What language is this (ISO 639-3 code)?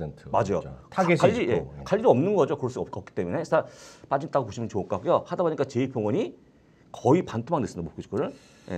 kor